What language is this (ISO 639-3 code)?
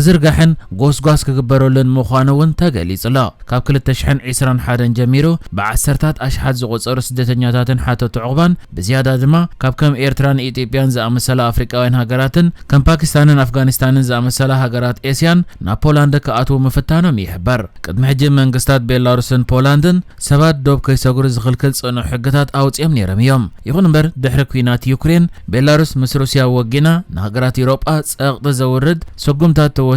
tir